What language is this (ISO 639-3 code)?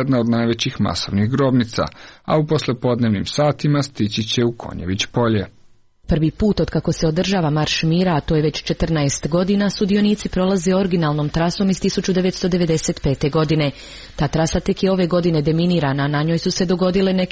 srp